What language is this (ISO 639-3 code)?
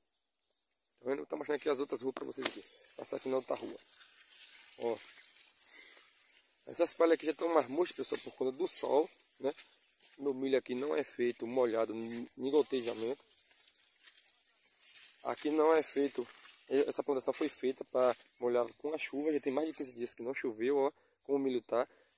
por